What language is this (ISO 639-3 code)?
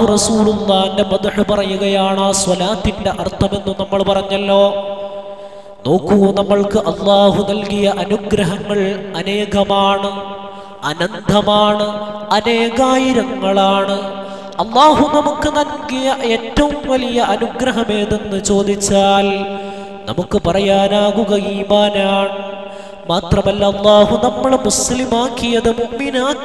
mal